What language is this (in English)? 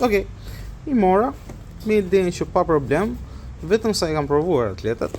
Albanian